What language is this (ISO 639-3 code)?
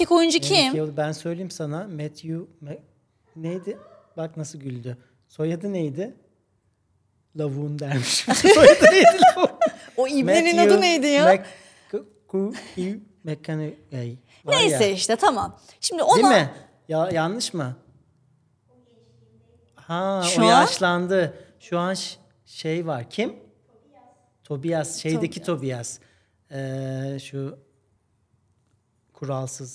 tur